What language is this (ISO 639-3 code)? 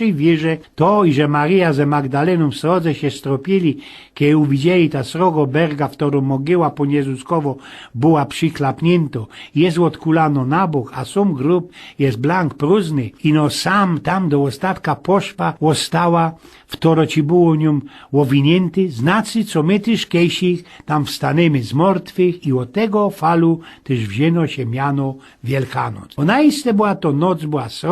szl